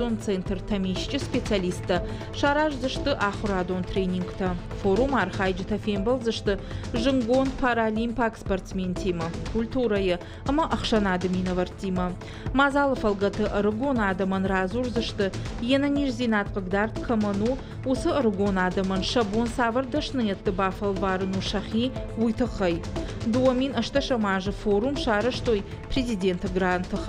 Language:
Ossetic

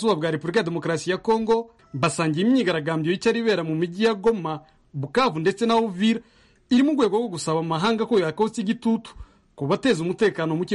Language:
Kinyarwanda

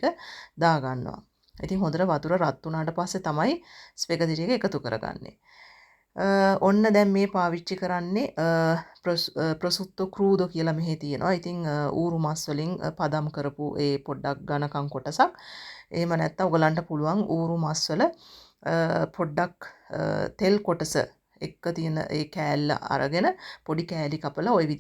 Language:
Sinhala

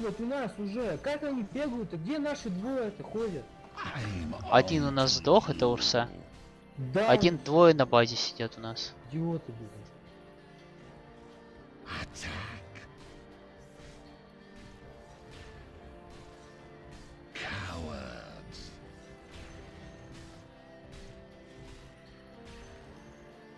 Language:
Russian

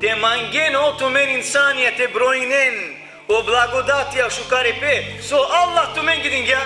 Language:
Balkan Romani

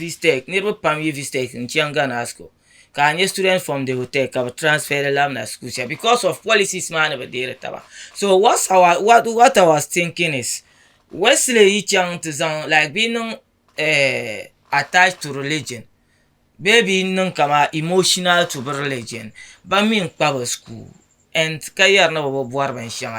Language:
Dagbani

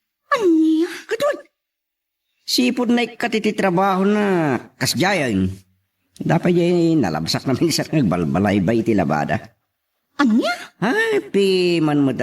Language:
Iloko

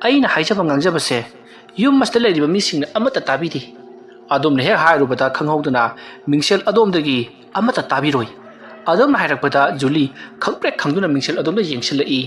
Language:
Manipuri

